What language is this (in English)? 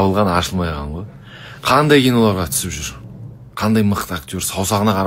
Kazakh